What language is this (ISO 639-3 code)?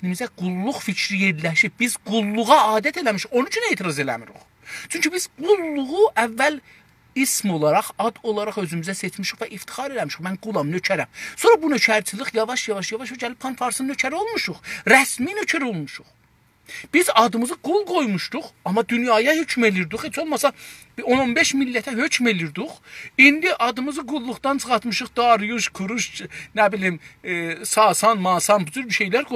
azb